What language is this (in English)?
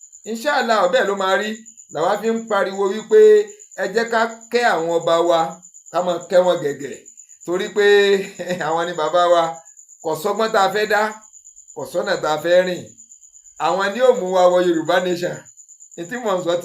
Yoruba